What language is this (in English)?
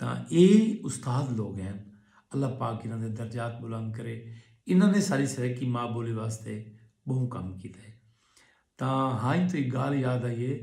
Saraiki